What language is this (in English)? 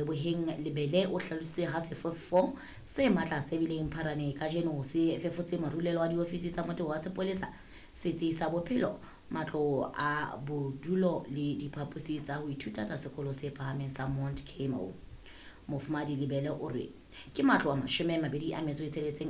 Southern Sotho